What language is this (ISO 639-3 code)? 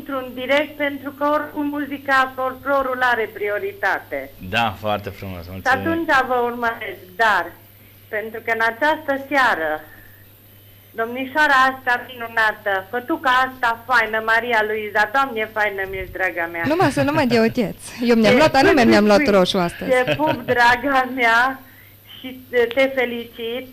ron